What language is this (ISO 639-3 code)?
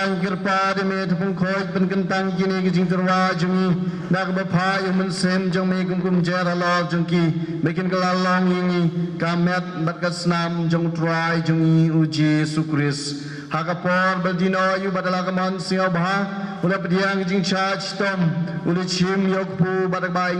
kha